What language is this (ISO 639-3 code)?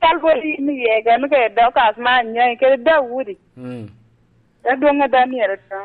laj